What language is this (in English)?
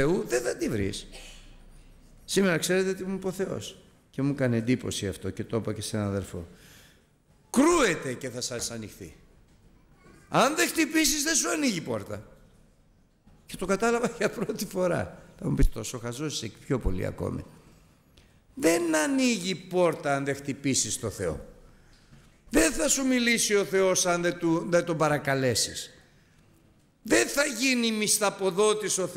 Greek